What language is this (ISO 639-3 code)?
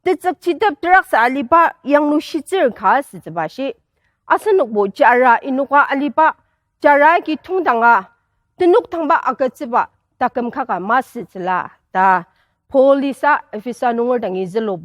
njo